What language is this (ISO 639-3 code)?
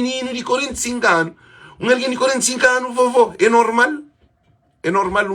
kea